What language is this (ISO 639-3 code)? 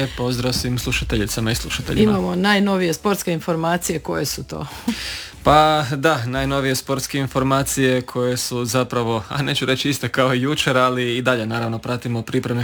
hrv